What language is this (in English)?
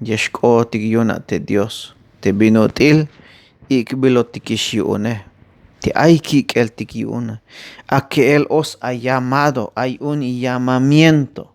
Tzeltal